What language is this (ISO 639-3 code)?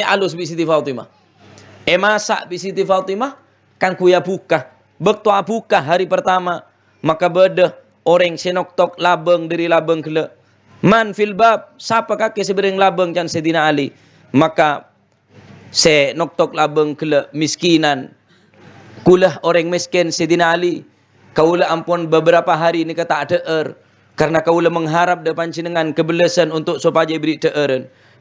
mad